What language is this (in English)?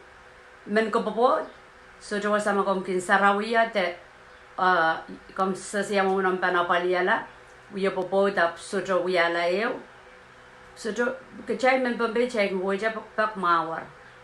Pohnpeian